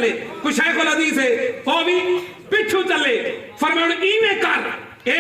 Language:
Saraiki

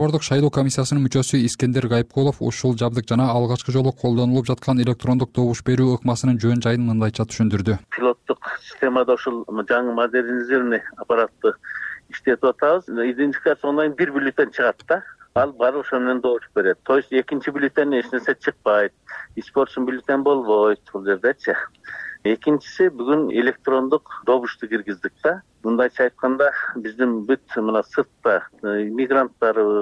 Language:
Kyrgyz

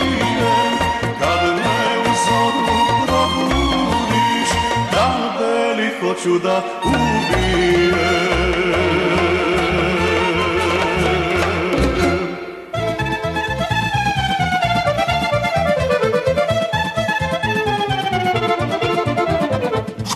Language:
Serbian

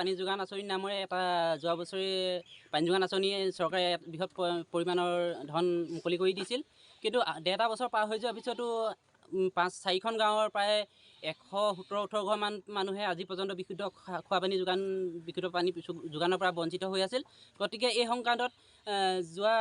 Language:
Assamese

